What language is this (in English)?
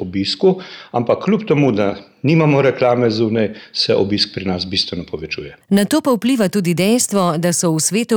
Slovenian